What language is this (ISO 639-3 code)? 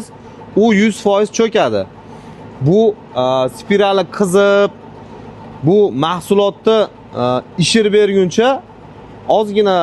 uzb